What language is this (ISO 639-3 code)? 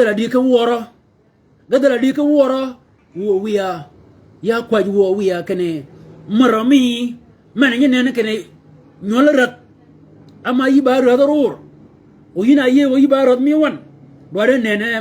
shk